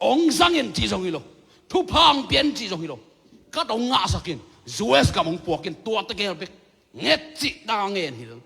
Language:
Tedim Chin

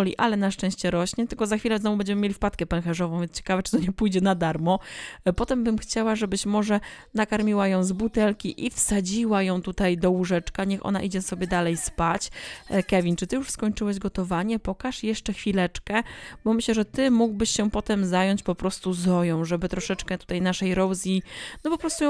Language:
Polish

